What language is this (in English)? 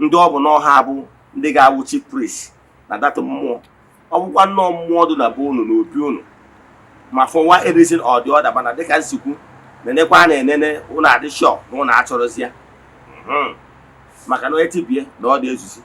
Igbo